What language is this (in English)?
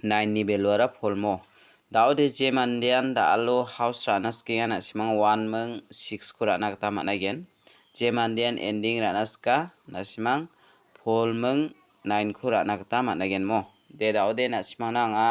Garo